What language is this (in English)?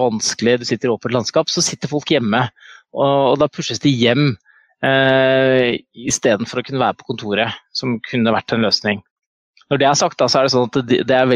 Norwegian